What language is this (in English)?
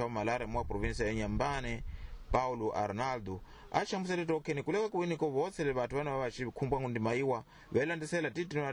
Tsonga